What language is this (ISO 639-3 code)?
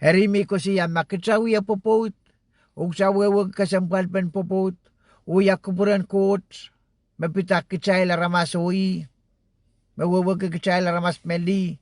pon